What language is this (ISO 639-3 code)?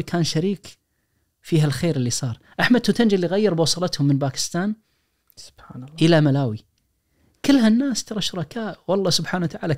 ars